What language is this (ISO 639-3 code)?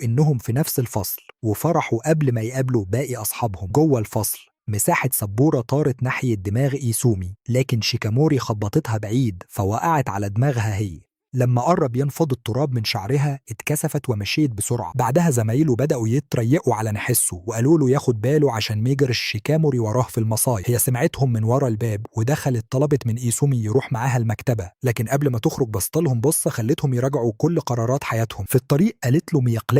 arz